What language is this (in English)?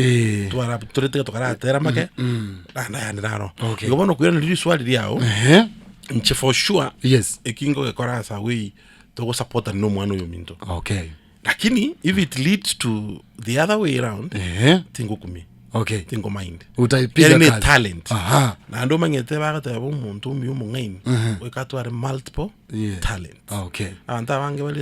Gusii